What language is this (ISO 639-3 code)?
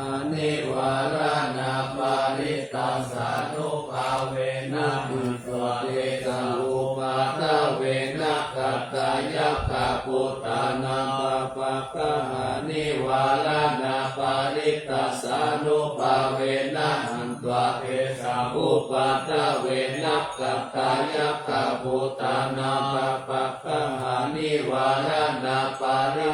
pli